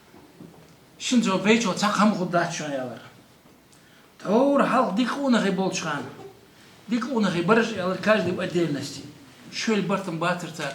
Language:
Ingush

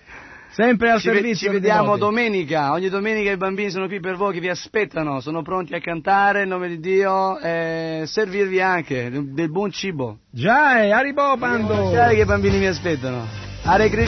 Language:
Italian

